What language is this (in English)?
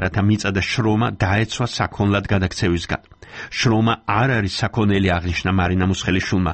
Georgian